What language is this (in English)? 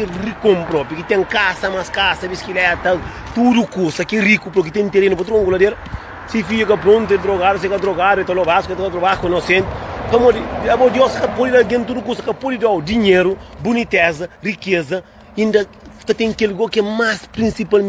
Kabuverdianu